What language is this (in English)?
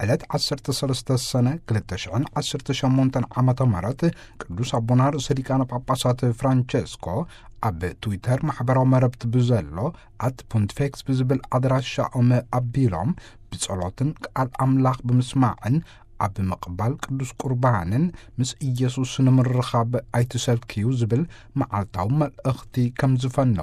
Tigrinya